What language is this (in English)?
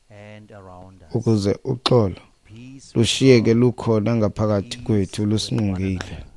Xhosa